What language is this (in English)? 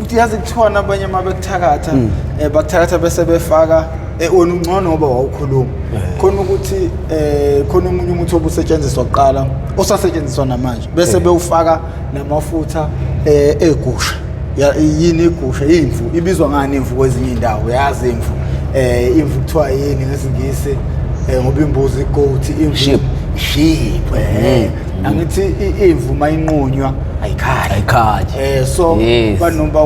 Zulu